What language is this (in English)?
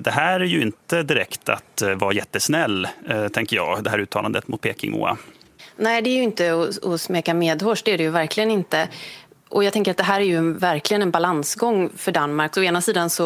Swedish